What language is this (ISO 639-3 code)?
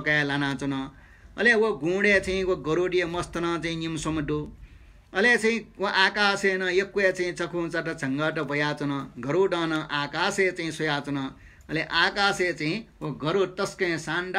new